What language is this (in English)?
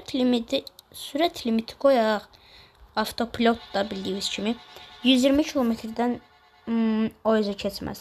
Azerbaijani